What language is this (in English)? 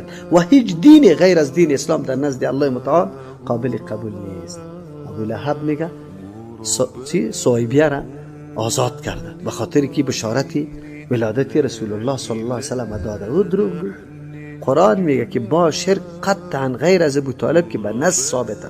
Persian